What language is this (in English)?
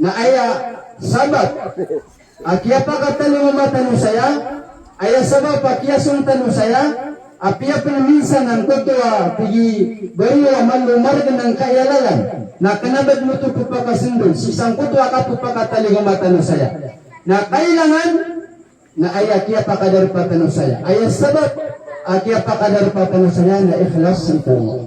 Maranao